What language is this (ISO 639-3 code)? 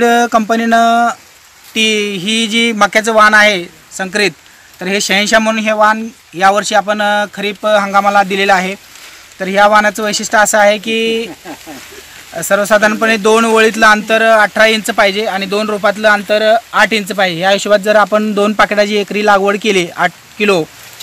mar